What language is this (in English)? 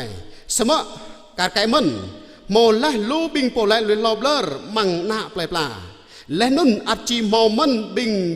Jarai